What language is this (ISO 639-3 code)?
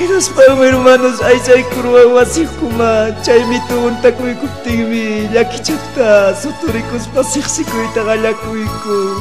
quy